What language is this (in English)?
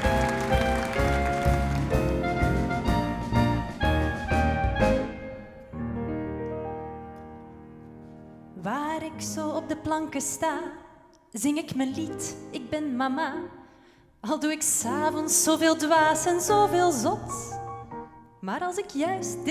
Dutch